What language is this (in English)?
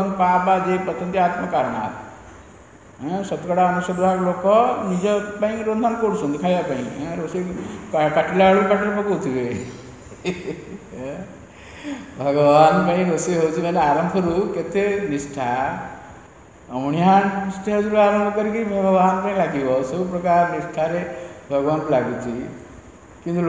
Odia